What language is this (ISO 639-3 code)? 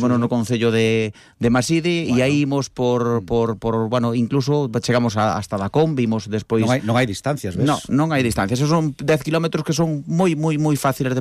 glg